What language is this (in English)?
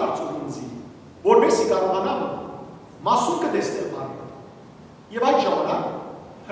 Western Armenian